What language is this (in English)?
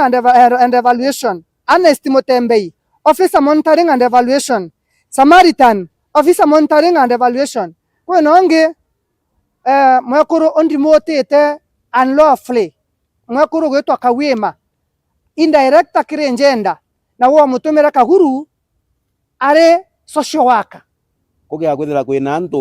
Meru